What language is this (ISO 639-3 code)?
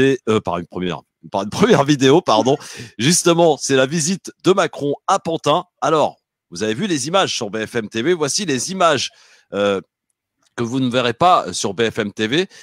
fra